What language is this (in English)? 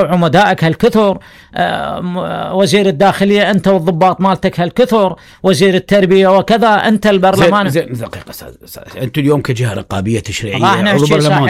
Mesopotamian Arabic